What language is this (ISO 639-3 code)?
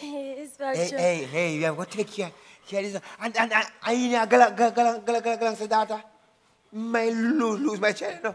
jam